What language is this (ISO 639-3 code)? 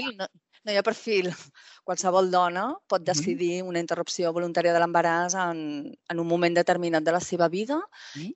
cat